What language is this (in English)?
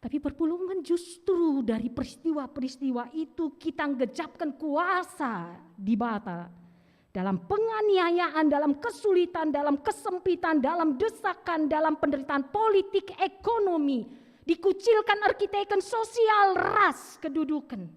Batak Karo